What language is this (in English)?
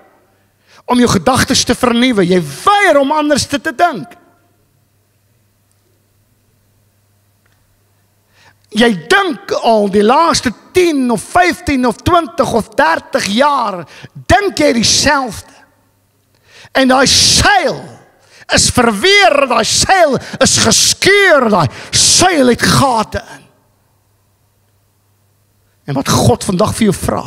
Afrikaans